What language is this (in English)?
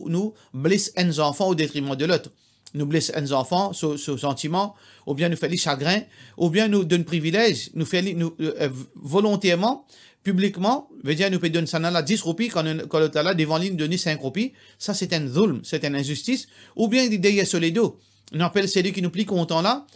Morisyen